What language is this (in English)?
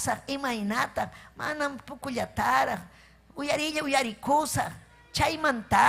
Ayacucho Quechua